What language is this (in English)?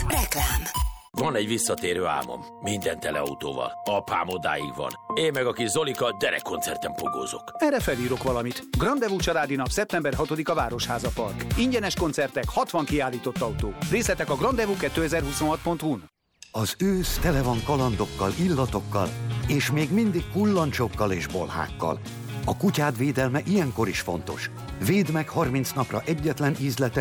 Hungarian